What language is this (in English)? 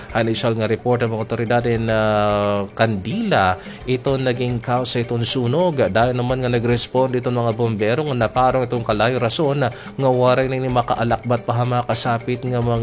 Waray